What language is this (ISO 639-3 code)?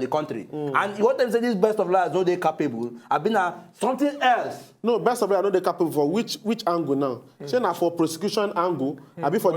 pcm